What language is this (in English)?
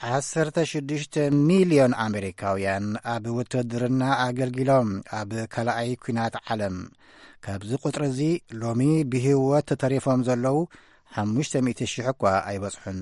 Tigrinya